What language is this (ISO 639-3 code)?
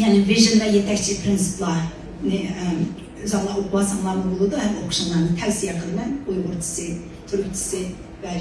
uig